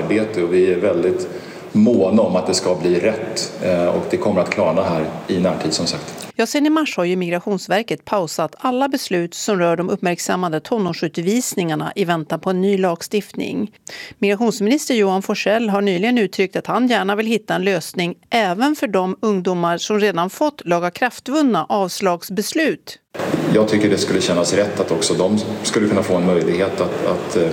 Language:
Swedish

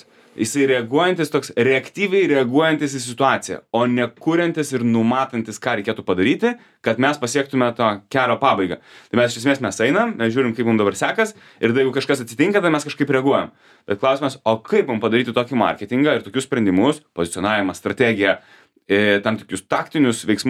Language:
Lithuanian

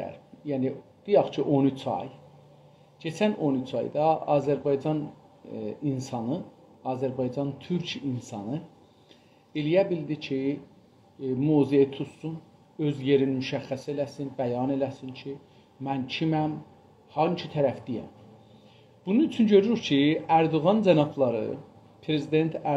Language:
South Azerbaijani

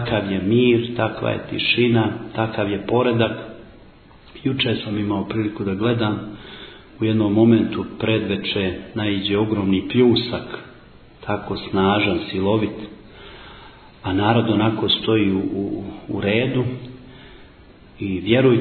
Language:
Bosnian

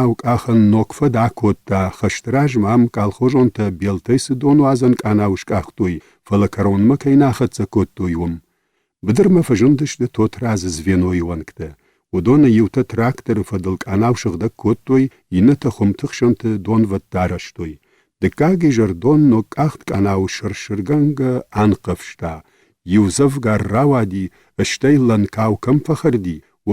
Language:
Ossetic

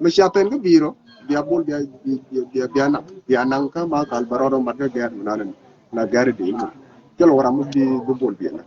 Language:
Nuer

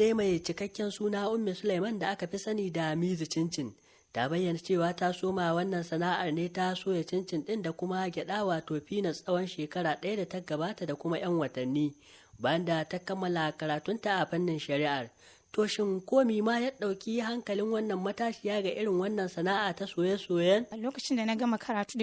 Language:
Hausa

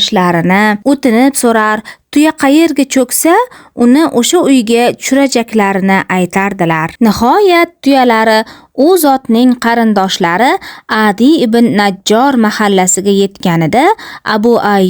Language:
Uzbek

